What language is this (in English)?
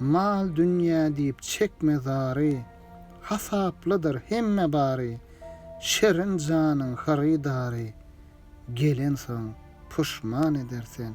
Turkmen